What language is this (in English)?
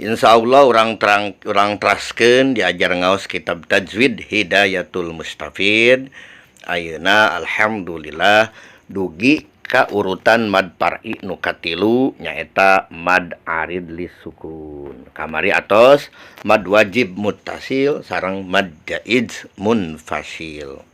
Sundanese